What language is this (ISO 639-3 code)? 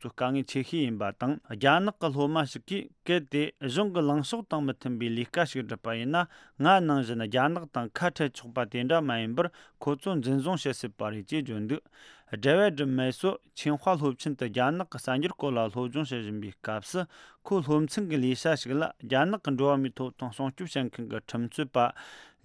bod